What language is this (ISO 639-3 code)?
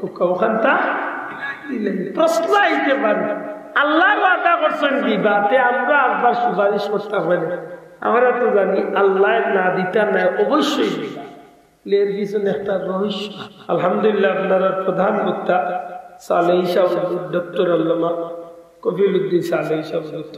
syl